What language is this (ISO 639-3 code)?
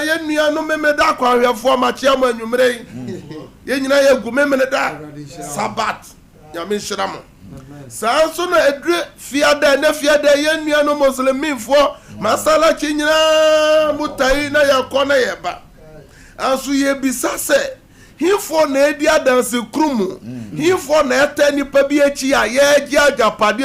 aka